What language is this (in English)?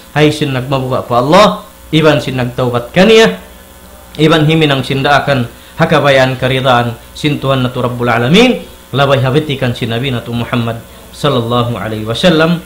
Tausug